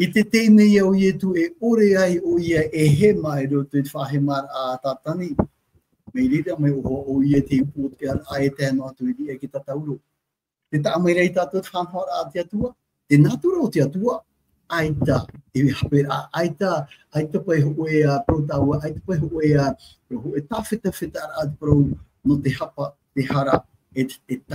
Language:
Tahitian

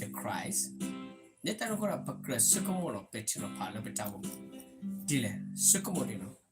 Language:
S'gaw Karen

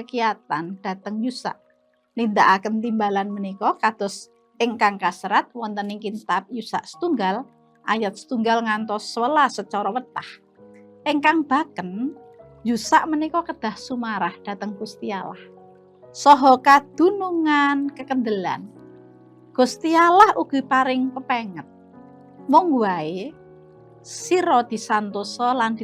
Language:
Javanese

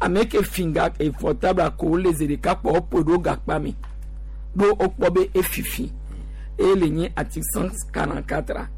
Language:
Gen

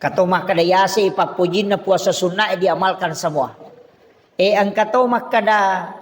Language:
Buginese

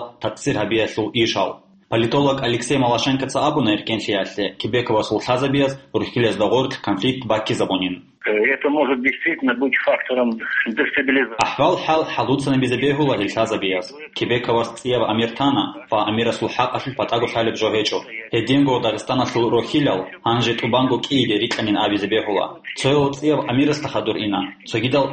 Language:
Avaric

